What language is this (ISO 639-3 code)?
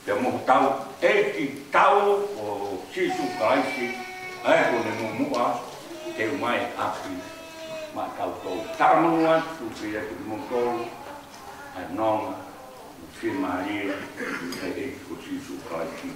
ton